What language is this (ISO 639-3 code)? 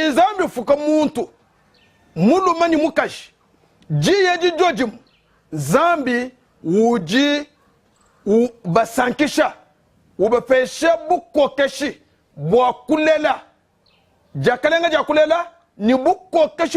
lua